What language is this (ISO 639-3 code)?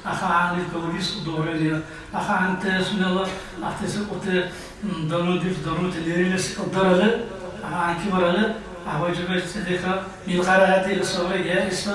dar